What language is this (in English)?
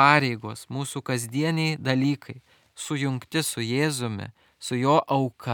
Lithuanian